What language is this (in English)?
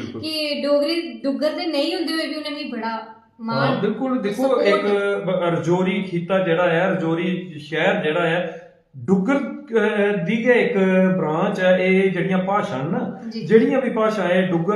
Dogri